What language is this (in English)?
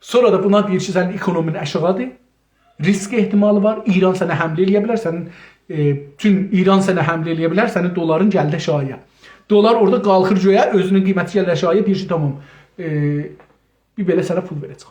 South Azerbaijani